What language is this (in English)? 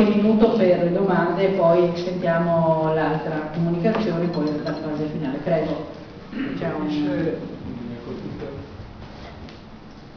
Italian